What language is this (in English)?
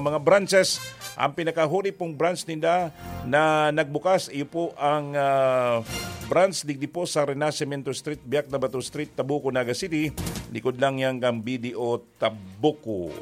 Bikol